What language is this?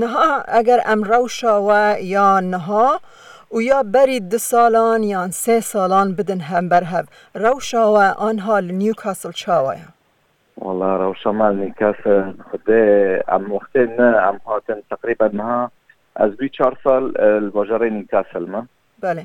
Kurdish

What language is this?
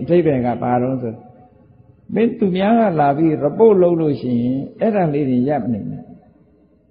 Burmese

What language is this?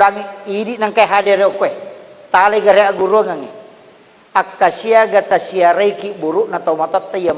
Buginese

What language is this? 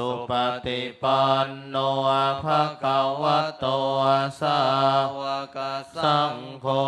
Pali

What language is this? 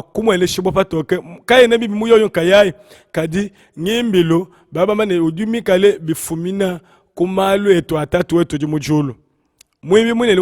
Luba-Lulua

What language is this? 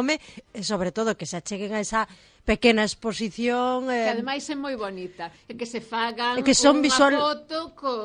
Galician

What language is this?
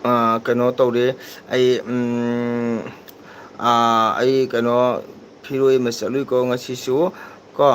Manipuri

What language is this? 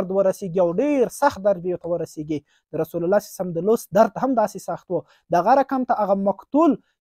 Pashto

